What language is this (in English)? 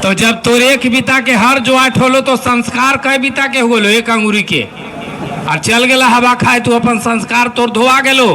Magahi